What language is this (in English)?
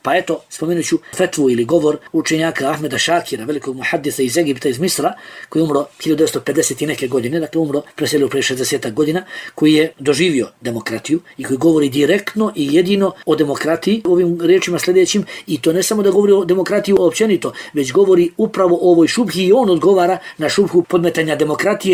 Bosnian